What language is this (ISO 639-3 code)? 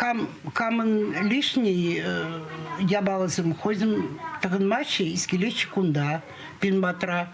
chv